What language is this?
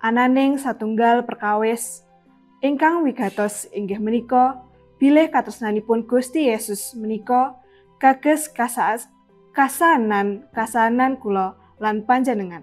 Javanese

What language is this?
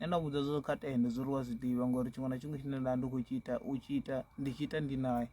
Venda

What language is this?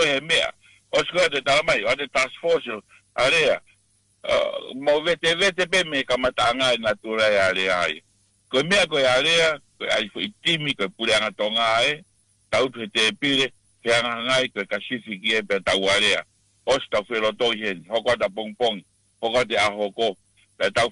Tongan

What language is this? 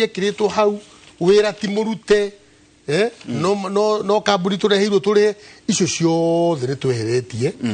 Kikuyu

